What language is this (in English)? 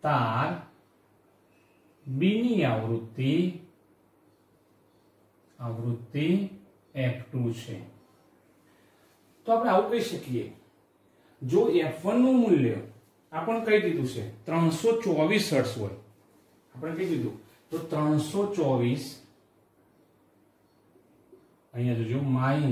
Gujarati